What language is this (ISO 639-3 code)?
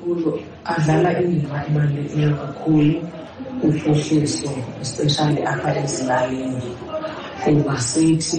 xho